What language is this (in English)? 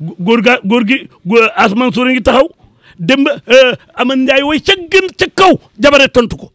Wolof